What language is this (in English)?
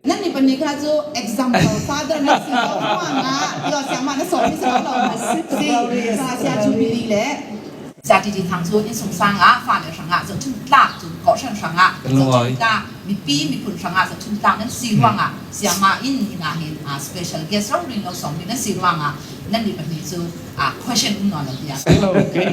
Falam Chin